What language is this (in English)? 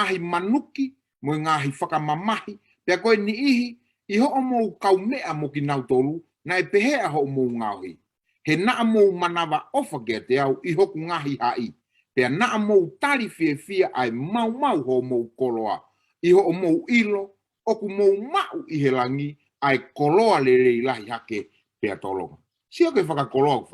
Tongan